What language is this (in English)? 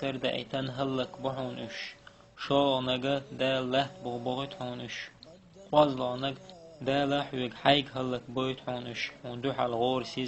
Chechen